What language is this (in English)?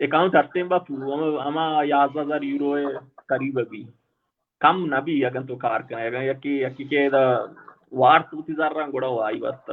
Baluchi